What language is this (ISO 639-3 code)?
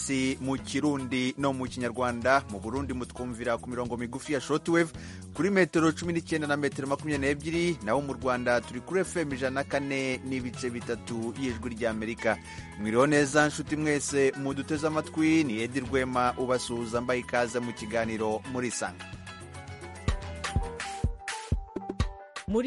kin